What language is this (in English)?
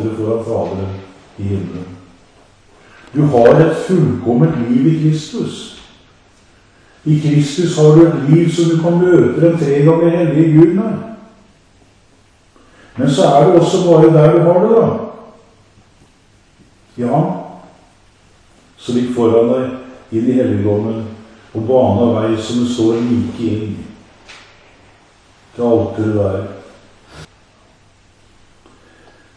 Norwegian